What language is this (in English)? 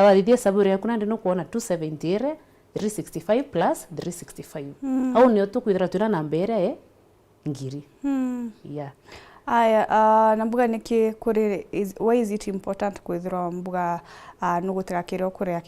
Meru